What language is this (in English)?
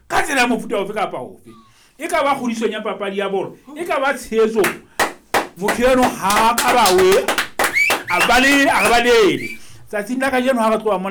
Southern Sotho